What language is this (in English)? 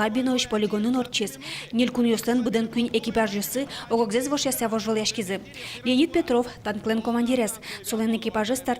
Udmurt